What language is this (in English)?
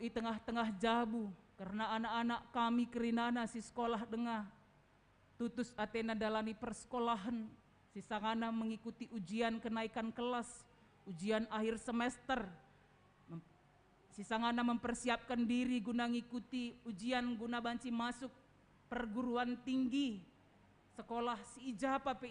Batak Karo